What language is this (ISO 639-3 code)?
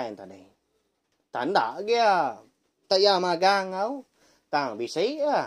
iba